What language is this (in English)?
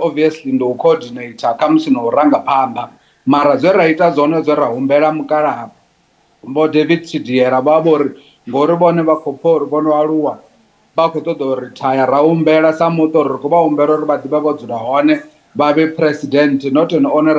Venda